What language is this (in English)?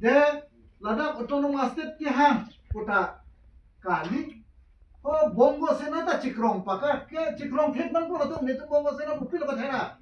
Karbi